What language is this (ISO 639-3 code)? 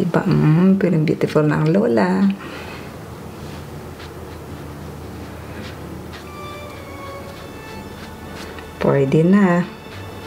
fil